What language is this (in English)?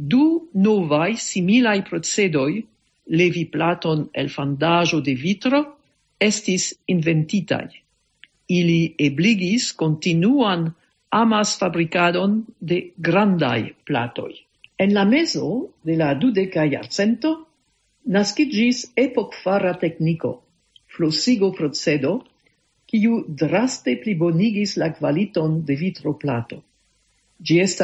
Esperanto